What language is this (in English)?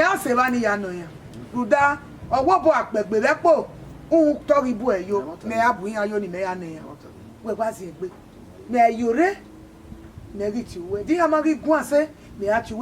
Bini